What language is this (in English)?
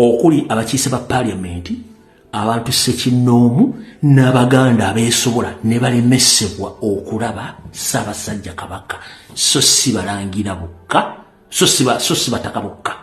Ganda